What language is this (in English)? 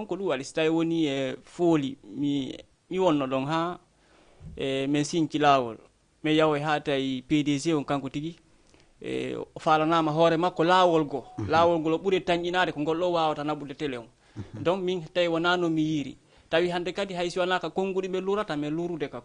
Fula